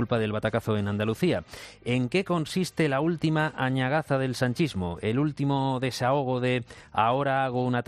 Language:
Spanish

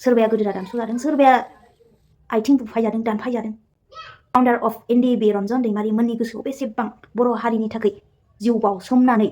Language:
Bodo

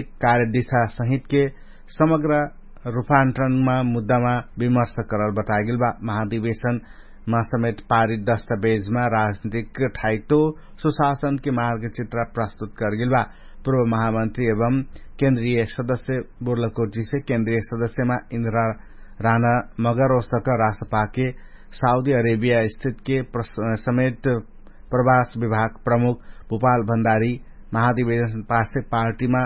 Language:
Dangaura Tharu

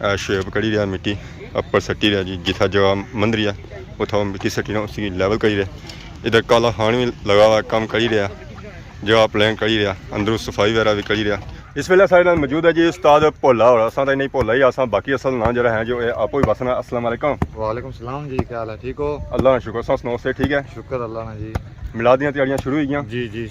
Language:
Pahari-Potwari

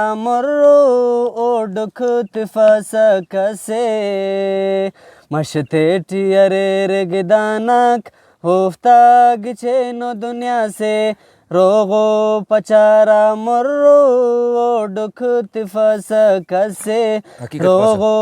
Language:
Brahui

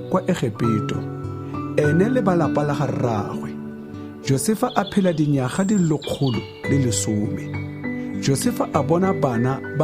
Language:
Tswana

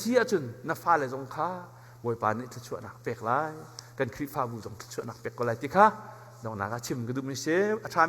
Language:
Hakha Chin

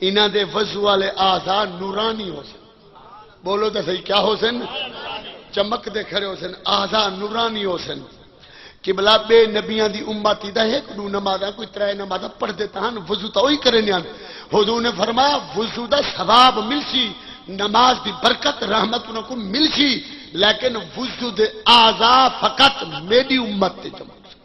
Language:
Saraiki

